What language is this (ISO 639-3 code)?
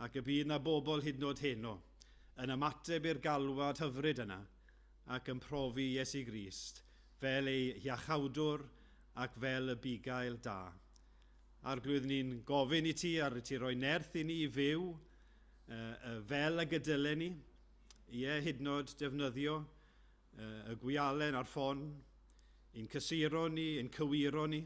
cym